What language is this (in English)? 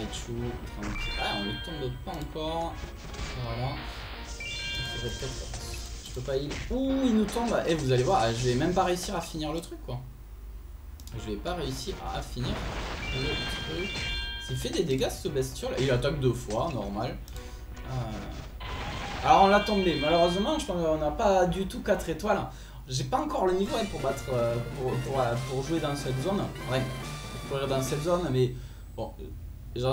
French